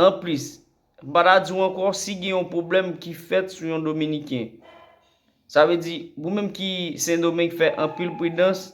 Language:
Haitian Creole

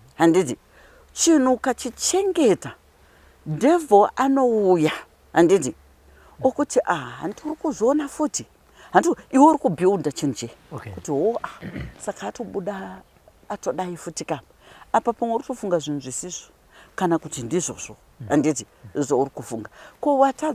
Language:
Shona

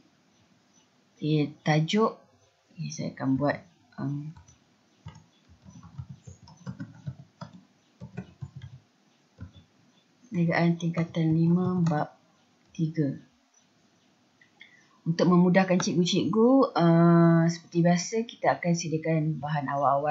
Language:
Malay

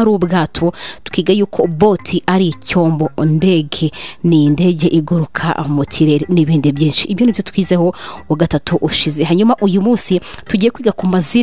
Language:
Kinyarwanda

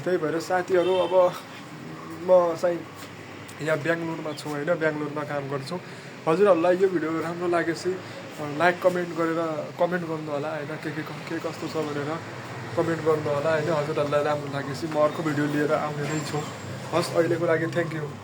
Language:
Nepali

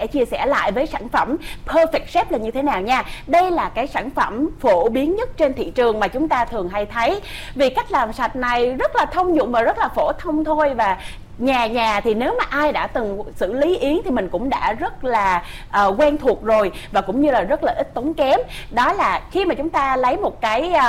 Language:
Vietnamese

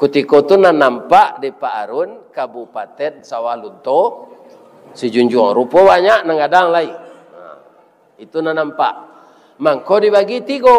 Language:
Minangkabau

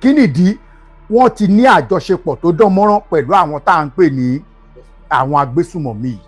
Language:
Yoruba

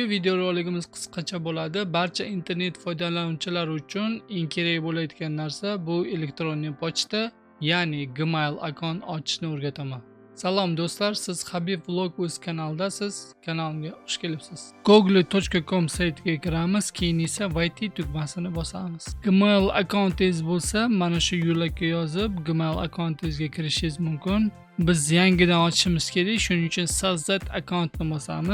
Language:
Uzbek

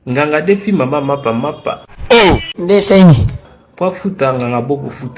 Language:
Lingala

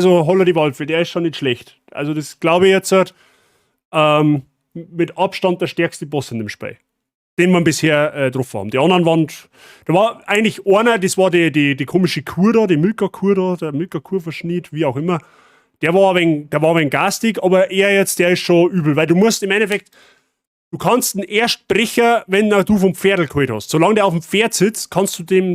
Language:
Bavarian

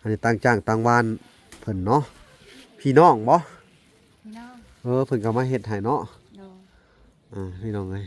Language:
Lao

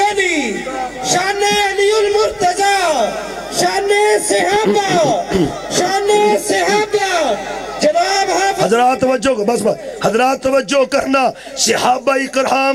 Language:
Urdu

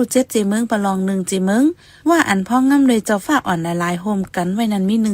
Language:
Shan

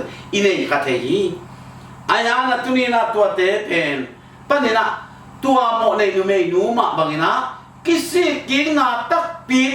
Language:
Tedim Chin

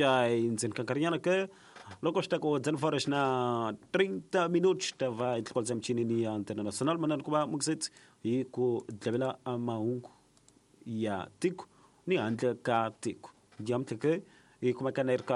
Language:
Tsonga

